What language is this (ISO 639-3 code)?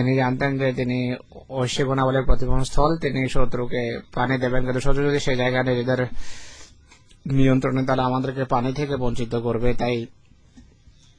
ben